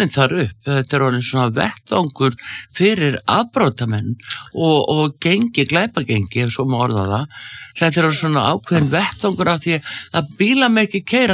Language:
Icelandic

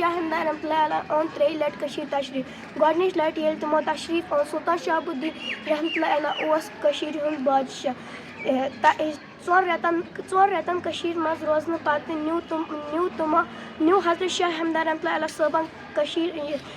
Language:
Kashmiri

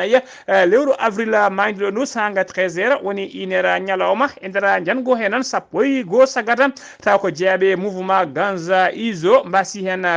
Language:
Fula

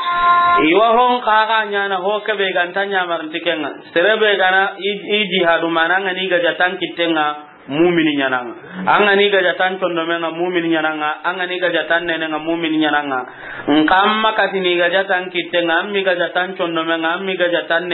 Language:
Soninke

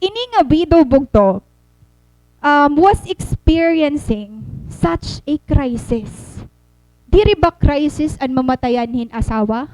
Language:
Waray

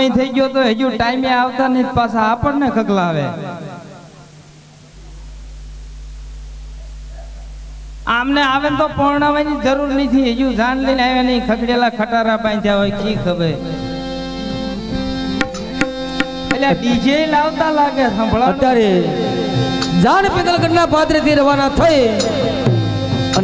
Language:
Gujarati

